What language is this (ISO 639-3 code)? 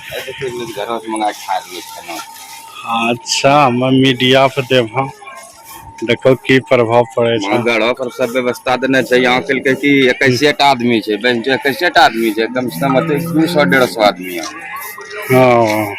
anp